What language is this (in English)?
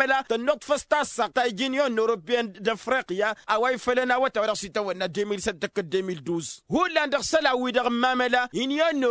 Tamasheq